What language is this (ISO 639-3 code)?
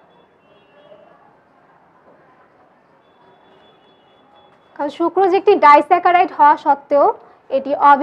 ben